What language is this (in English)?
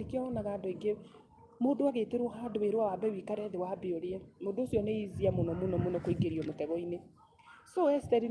Kikuyu